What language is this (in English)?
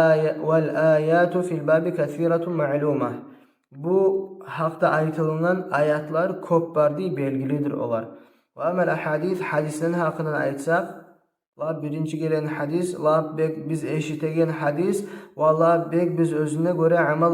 Kumyk